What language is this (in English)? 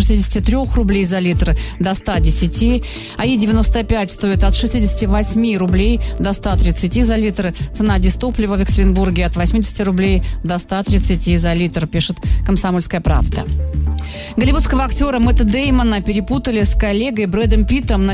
Russian